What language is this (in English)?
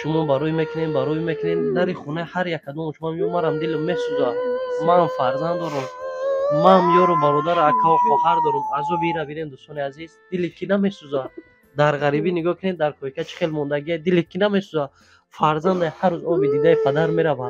Tajik